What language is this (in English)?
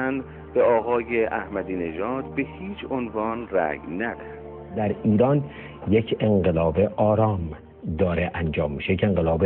Persian